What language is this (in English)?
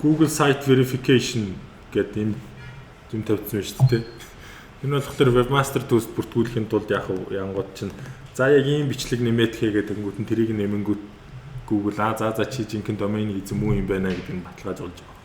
Mongolian